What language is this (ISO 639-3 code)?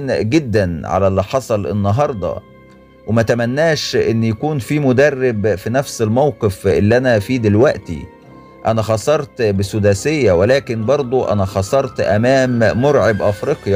arz